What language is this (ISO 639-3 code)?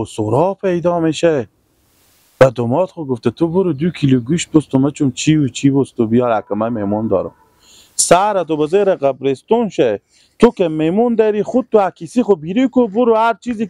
fas